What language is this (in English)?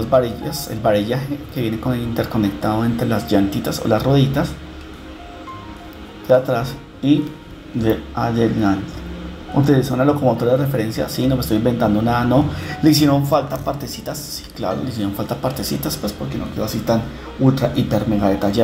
Spanish